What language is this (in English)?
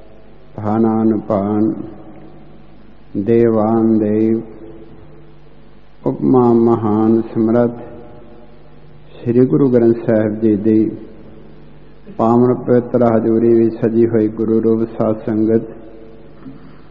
Punjabi